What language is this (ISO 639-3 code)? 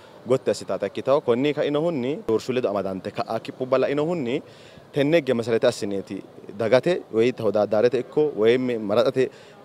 sid